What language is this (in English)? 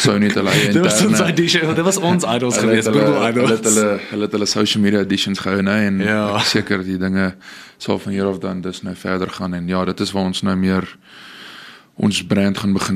Afrikaans